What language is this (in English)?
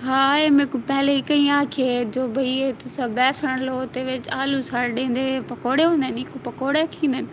Saraiki